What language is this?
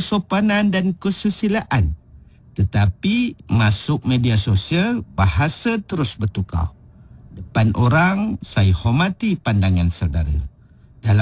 Malay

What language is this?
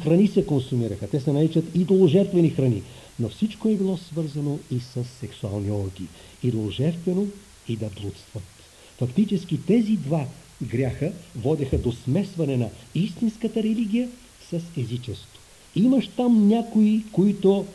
Bulgarian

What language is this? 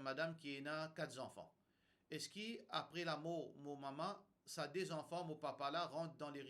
Morisyen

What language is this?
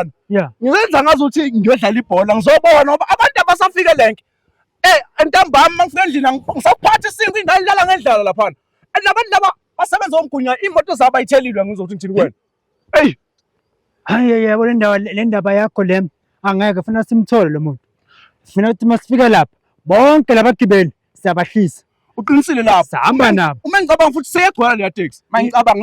Zulu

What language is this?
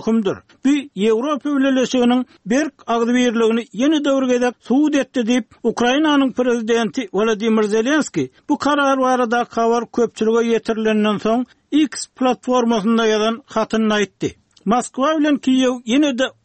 Turkmen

